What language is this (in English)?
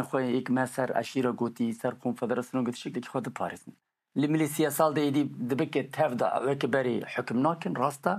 Kurdish